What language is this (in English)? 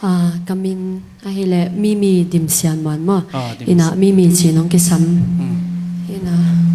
Tedim Chin